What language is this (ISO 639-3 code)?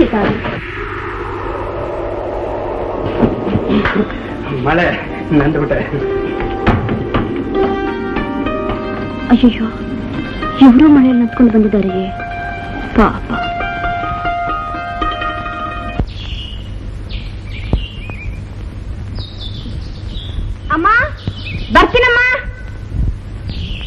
kan